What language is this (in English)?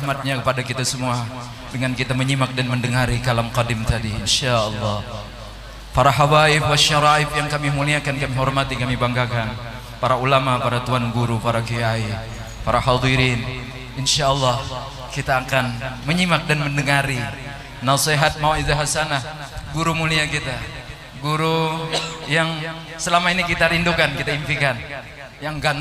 Banjar